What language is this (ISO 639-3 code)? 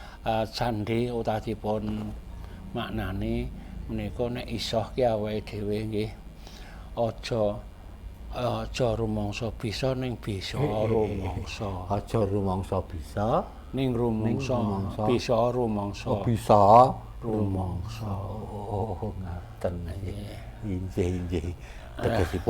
jav